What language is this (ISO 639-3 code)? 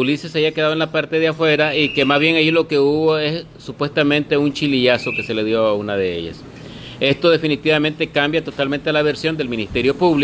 spa